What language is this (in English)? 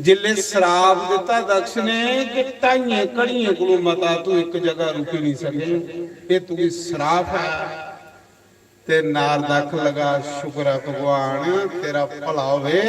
Dogri